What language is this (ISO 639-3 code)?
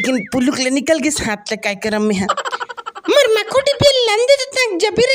hne